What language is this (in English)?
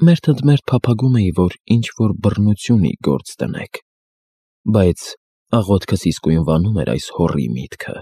Armenian